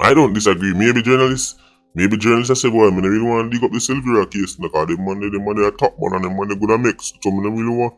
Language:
Jamaican Creole English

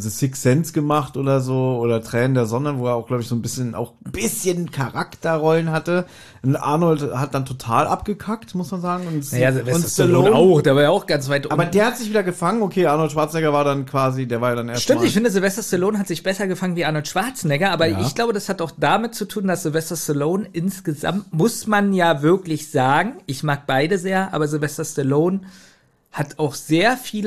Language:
German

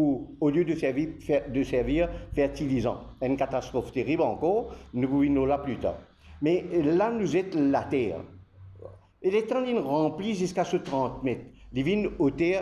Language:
Morisyen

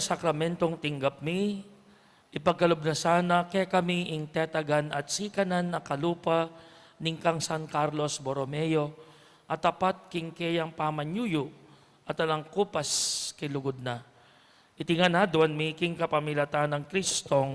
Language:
Pampanga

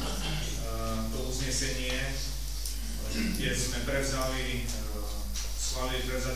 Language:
Slovak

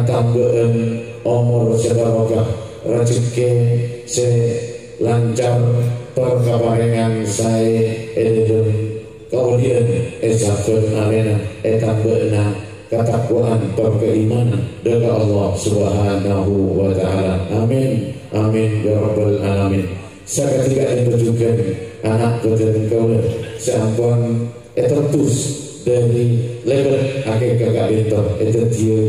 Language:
Madurese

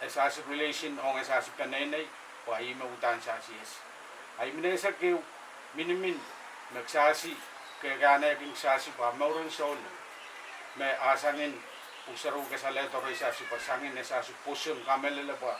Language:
Pohnpeian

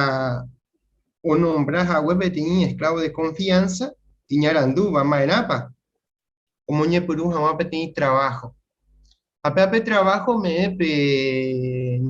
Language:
Guarani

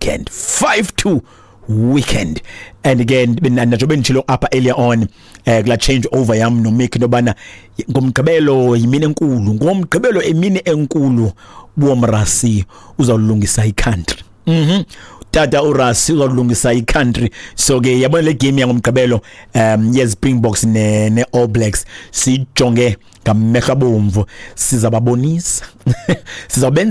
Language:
Xhosa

